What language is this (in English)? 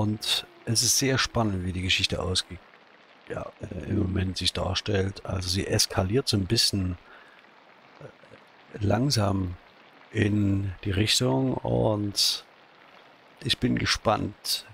German